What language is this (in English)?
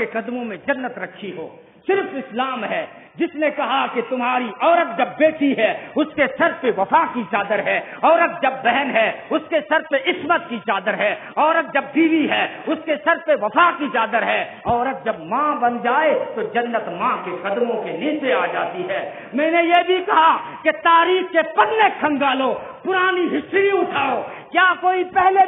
Urdu